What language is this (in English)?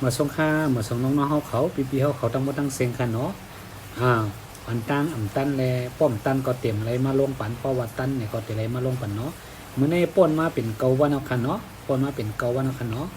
Shan